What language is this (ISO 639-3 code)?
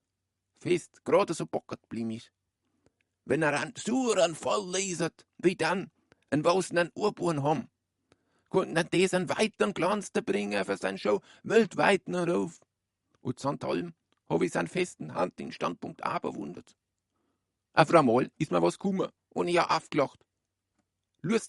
bar